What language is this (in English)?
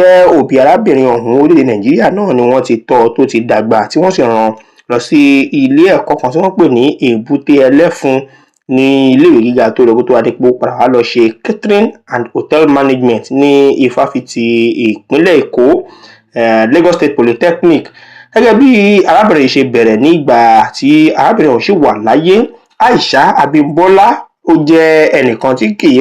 Yoruba